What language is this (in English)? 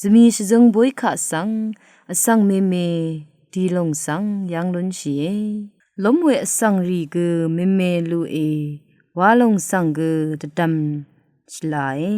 Rawang